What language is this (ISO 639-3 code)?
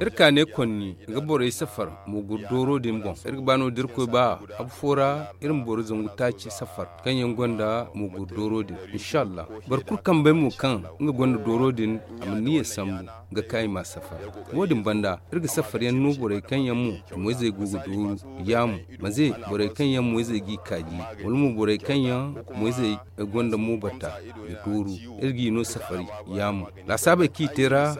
dje